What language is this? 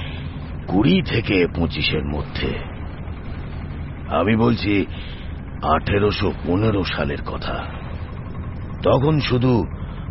Bangla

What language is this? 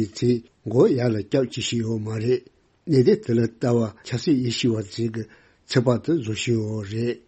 Tibetan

